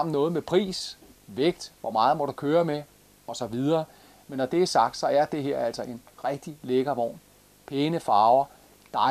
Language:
Danish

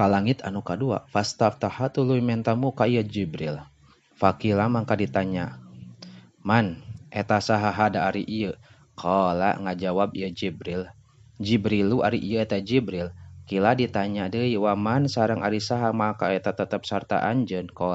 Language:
Sundanese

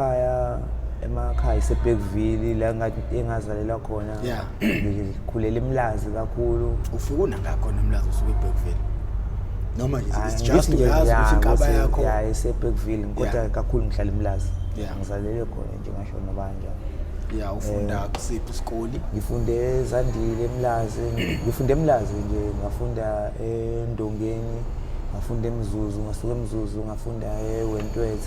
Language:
Zulu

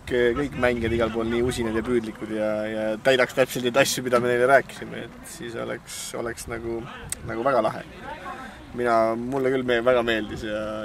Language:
Estonian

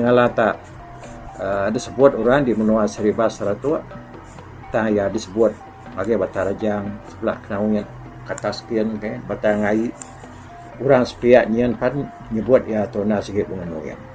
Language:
Iban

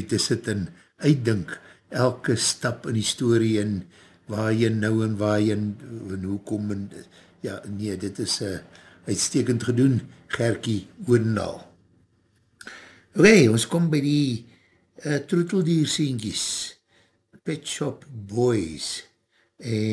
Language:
Afrikaans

